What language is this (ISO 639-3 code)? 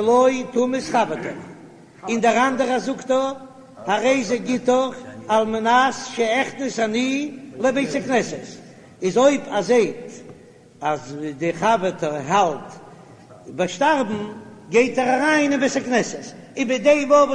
yid